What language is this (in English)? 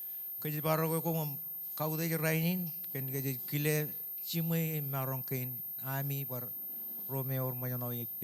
Marshallese